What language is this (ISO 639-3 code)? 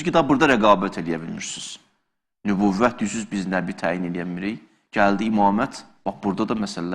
aze